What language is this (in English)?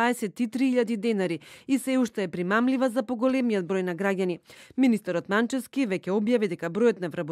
Macedonian